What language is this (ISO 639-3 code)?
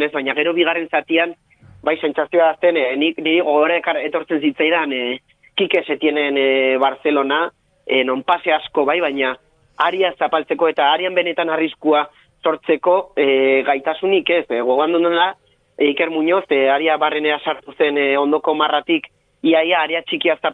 eus